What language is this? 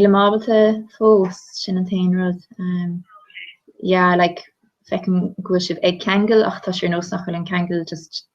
Irish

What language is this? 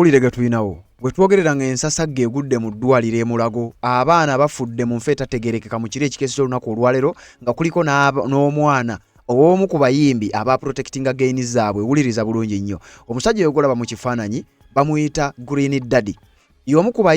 Ganda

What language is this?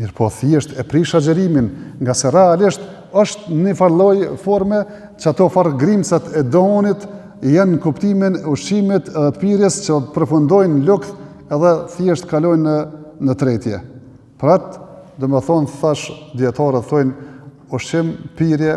Albanian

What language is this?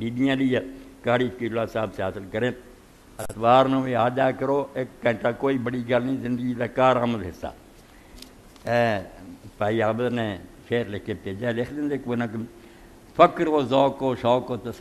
Urdu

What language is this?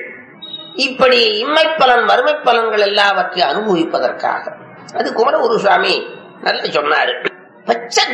Tamil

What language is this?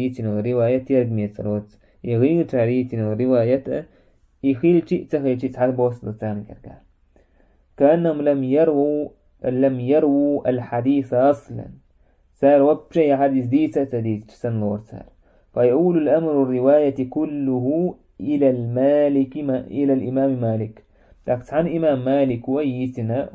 Chechen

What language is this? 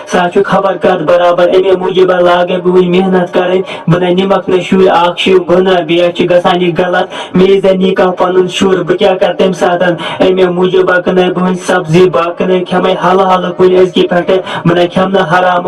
Kashmiri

